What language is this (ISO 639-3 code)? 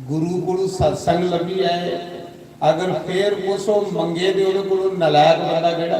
doi